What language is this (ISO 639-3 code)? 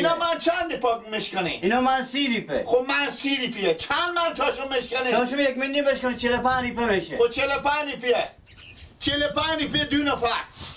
fas